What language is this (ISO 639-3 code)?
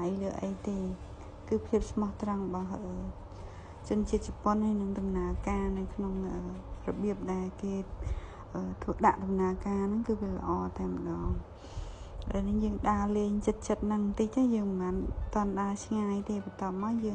khm